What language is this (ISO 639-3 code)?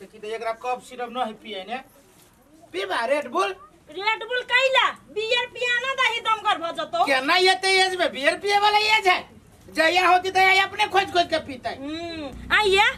mai